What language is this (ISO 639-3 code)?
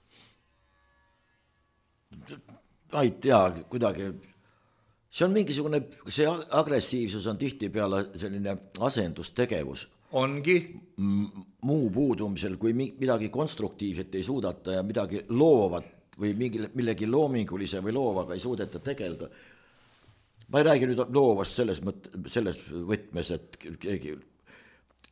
est